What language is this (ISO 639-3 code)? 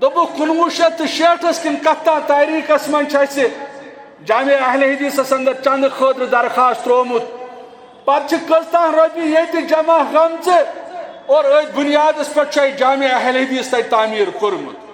kas